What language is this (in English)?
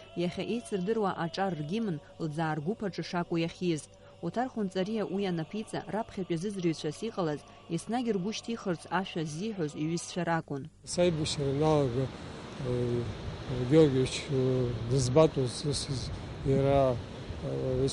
Abkhazian